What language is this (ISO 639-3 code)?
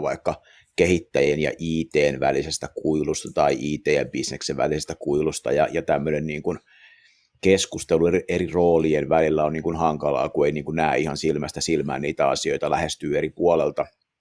fin